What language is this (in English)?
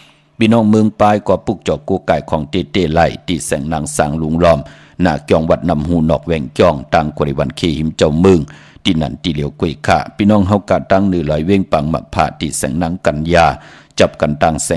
Shan